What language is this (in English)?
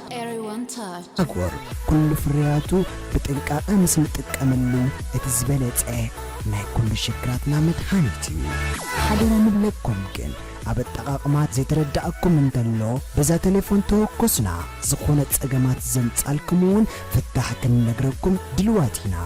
Tigrinya